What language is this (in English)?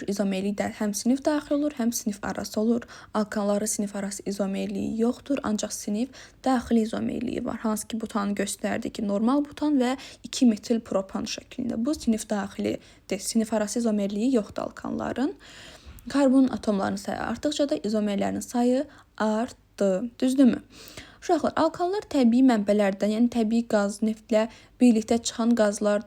Azerbaijani